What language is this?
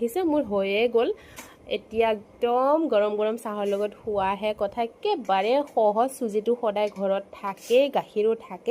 Assamese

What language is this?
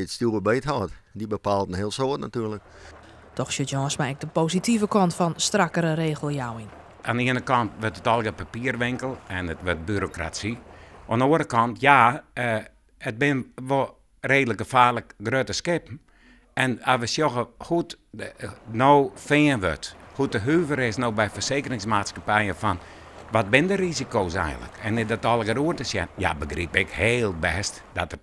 Western Frisian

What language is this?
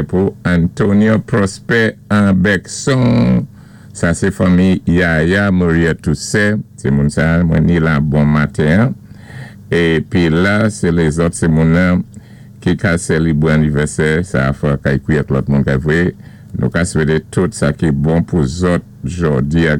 Saint Lucian Creole French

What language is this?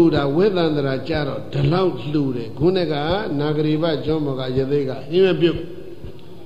Burmese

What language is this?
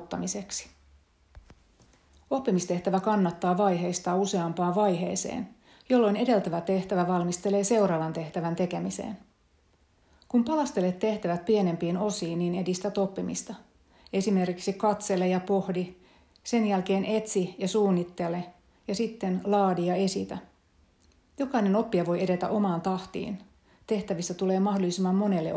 Finnish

